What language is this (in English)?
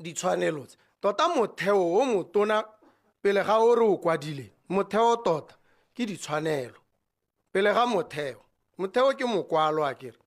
Tswana